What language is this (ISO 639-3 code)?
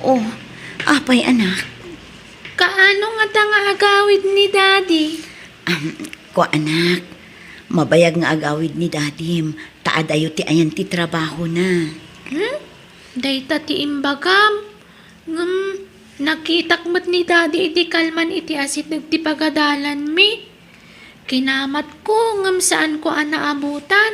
ilo